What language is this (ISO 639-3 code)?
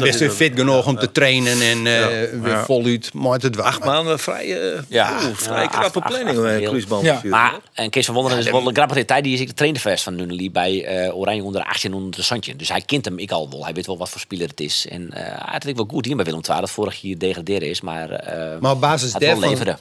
fry